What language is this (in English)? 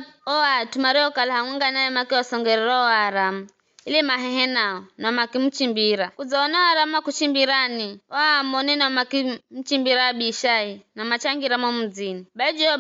Giryama